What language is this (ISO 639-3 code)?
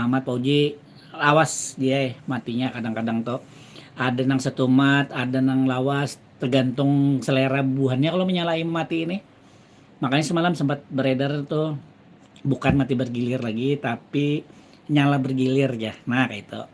bjn